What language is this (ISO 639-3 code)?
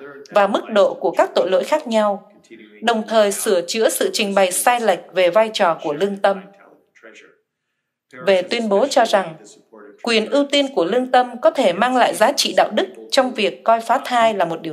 vie